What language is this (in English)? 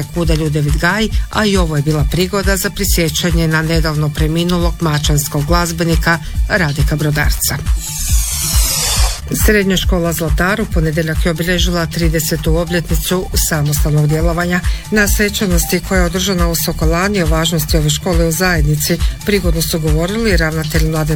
Croatian